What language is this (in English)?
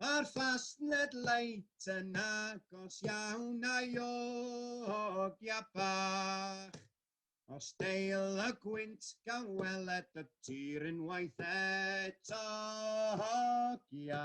Welsh